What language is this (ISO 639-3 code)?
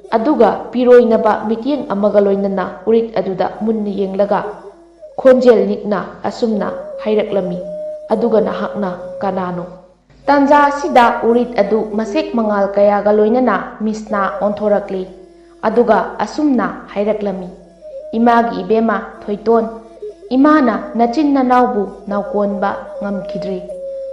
mni